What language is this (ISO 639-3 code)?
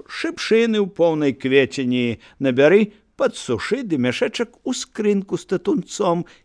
bel